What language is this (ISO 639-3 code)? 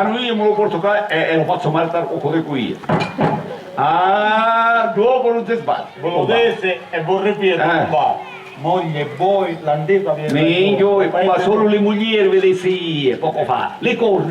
scn